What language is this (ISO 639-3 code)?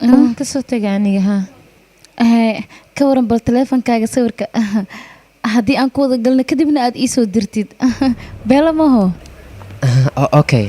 som